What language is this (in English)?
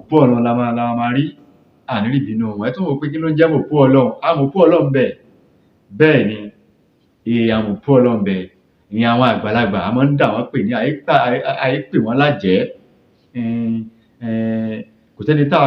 Yoruba